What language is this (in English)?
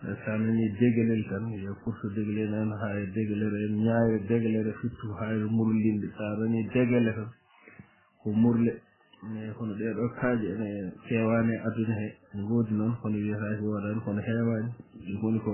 Fula